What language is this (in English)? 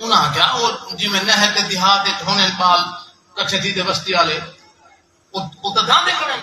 Saraiki